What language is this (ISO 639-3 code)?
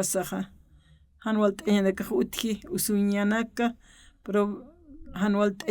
aym